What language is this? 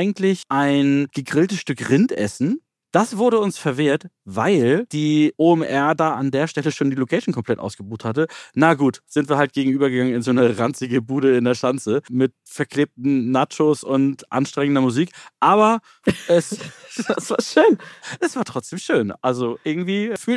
German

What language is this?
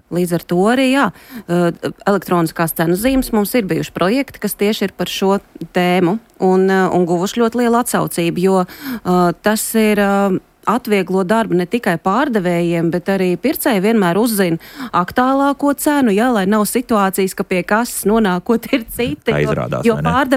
Latvian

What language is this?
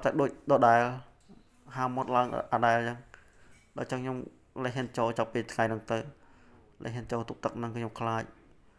Khmer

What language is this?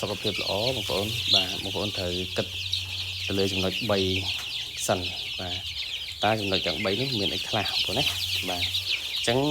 Khmer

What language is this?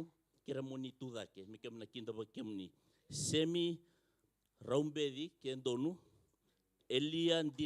Fijian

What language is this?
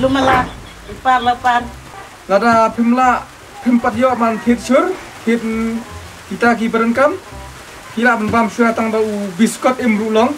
Khasi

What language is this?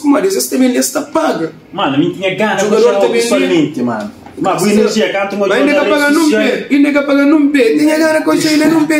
Kabuverdianu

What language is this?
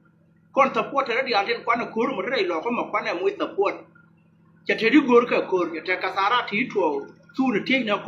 Nuer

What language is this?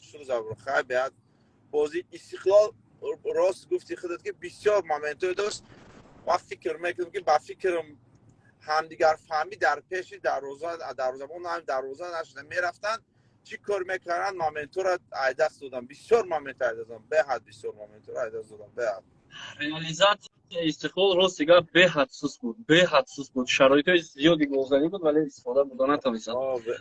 Tajik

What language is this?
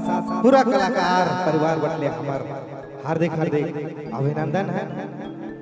Sadri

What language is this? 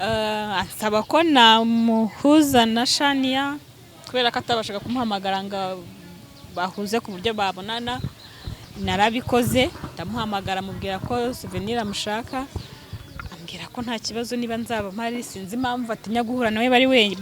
Kinyarwanda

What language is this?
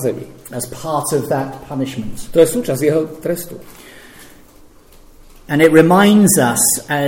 Slovak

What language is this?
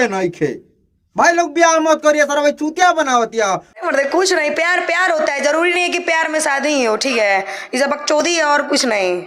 Bhojpuri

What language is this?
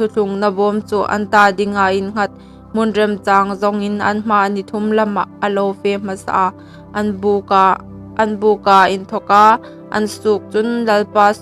Hmar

